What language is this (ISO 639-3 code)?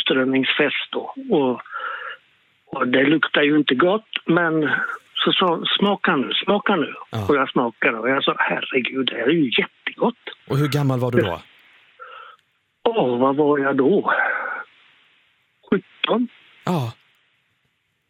swe